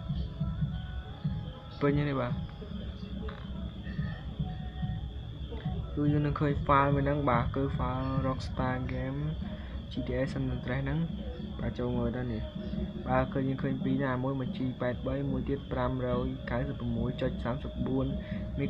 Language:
Khmer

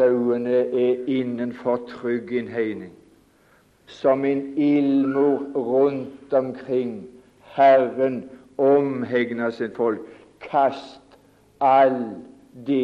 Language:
Norwegian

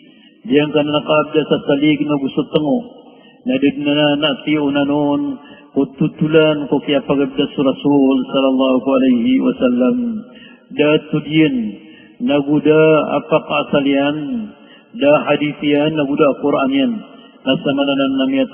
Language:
Maranao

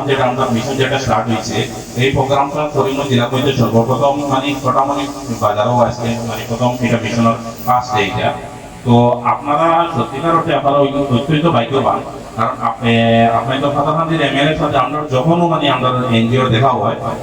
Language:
Sylheti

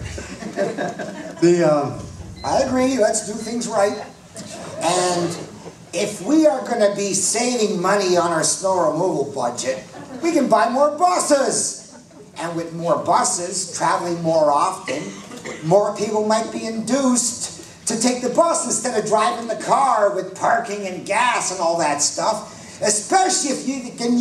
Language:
English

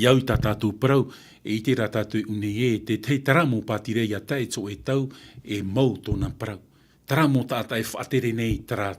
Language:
Tahitian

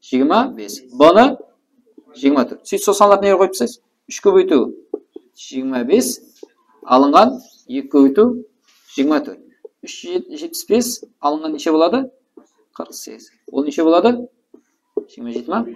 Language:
Kara-Kalpak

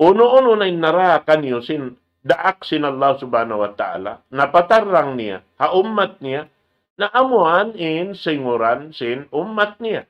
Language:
Tausug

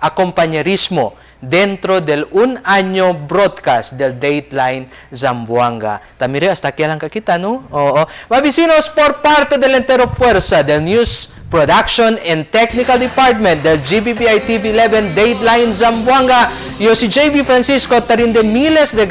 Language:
Chavacano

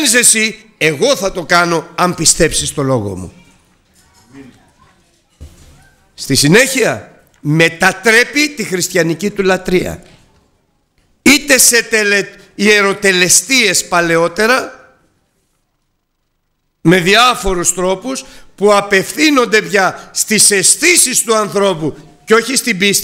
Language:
Greek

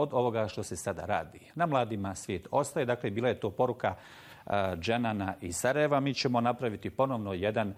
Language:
Bosnian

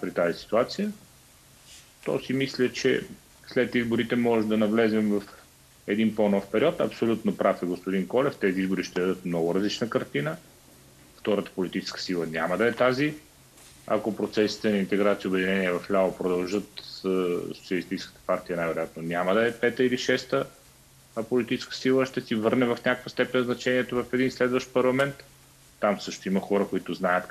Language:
Bulgarian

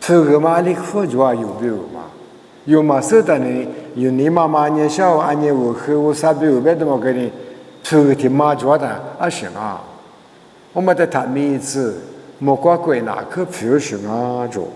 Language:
Lisu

